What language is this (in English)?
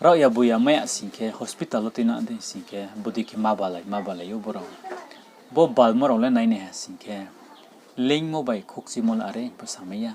Riang (India)